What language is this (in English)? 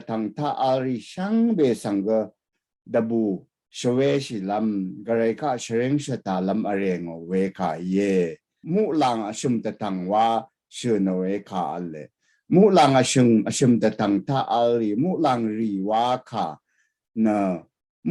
Rawang